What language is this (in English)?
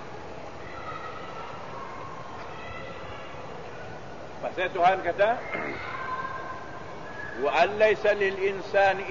Malay